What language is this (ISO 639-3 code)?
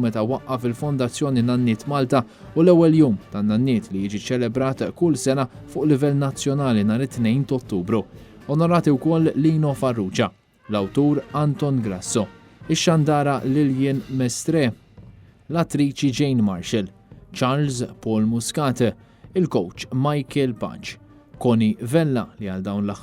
mlt